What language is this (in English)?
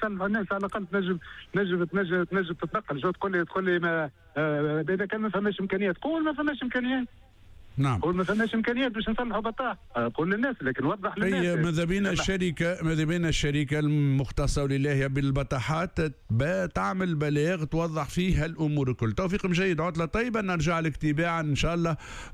Tunisian Arabic